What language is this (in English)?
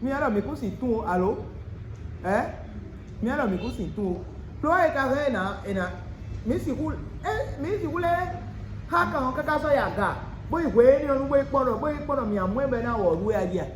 Fon